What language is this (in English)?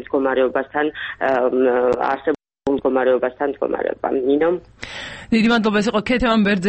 Georgian